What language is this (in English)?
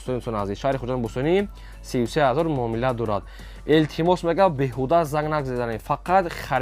Tajik